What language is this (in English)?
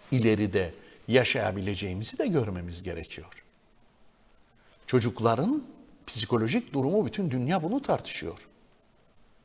Turkish